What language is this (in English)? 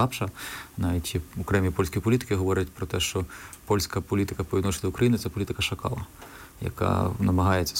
Ukrainian